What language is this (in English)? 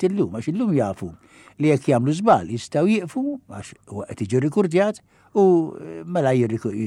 Maltese